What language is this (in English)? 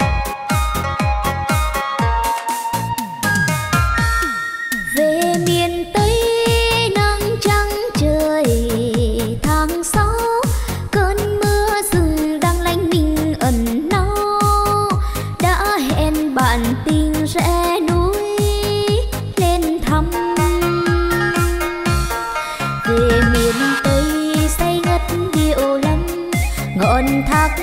Vietnamese